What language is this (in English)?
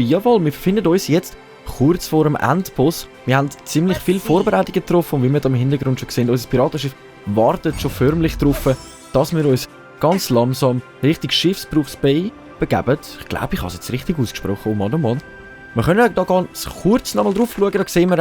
Swiss German